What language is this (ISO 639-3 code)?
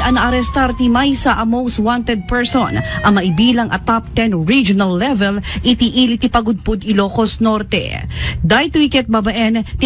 ilo